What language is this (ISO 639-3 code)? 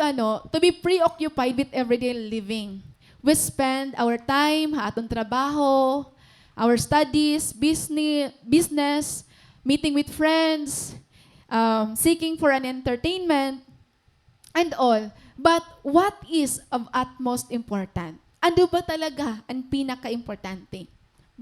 war